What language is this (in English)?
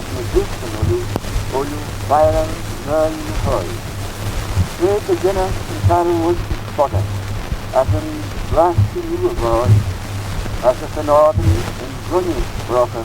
Manx